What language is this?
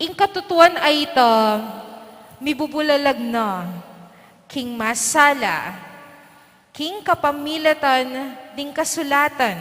Pampanga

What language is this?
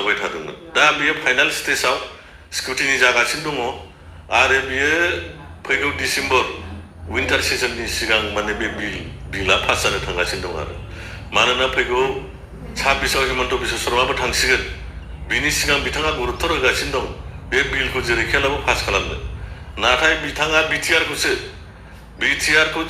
Bodo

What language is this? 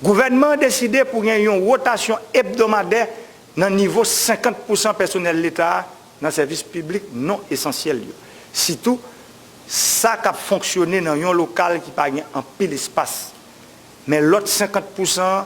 Haitian Creole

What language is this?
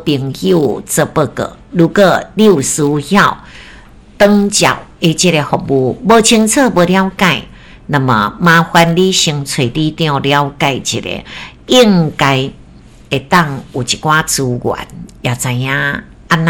Min Nan Chinese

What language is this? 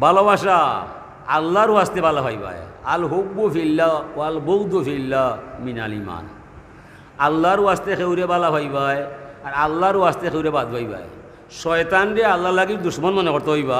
Sylheti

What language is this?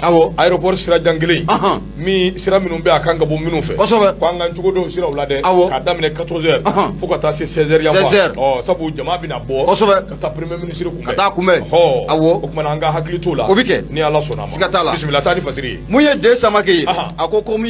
Bambara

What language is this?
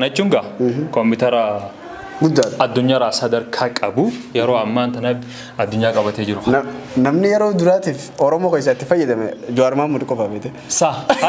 Oromo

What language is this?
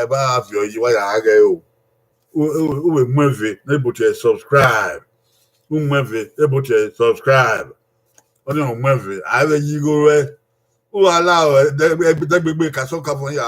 Bini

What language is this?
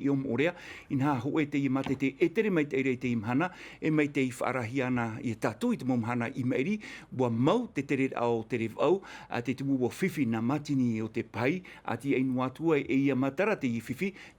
Tahitian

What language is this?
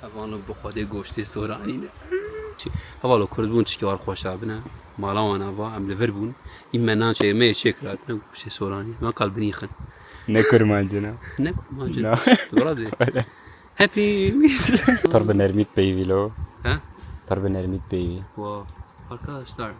Kurdish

